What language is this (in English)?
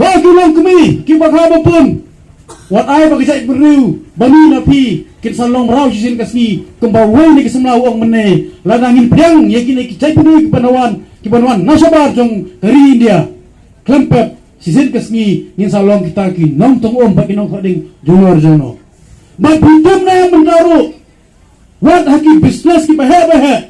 Khasi